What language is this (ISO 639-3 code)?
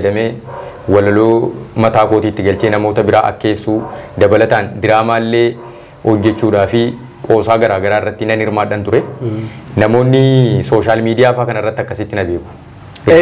orm